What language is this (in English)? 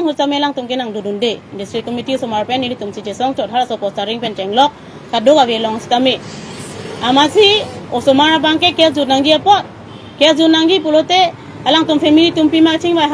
Karbi